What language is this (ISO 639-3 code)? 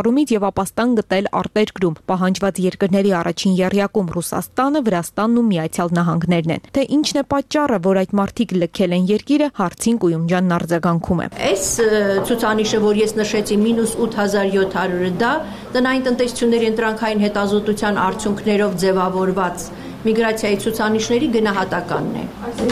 hye